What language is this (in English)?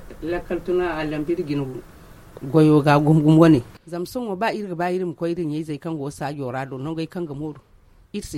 Zarma